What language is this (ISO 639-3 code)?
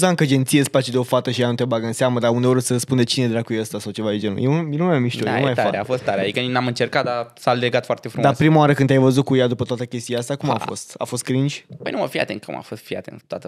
ron